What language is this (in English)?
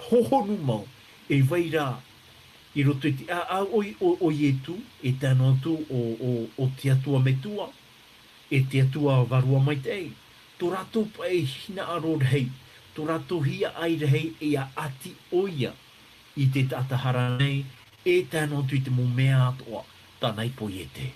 Tahitian